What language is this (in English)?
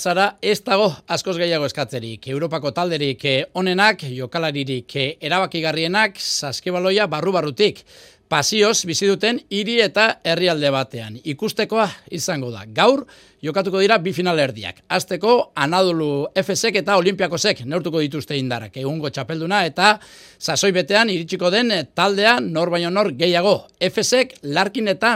Basque